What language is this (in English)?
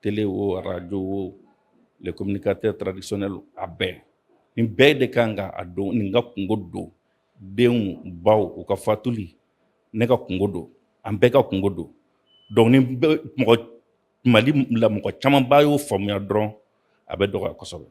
Bambara